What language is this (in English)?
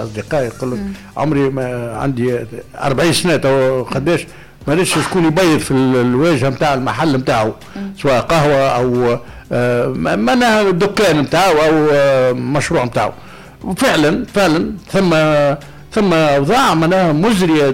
Tunisian Arabic